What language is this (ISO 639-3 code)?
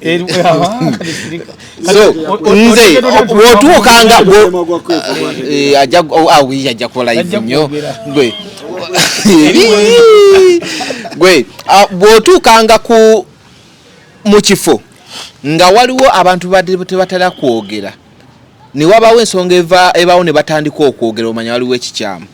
lug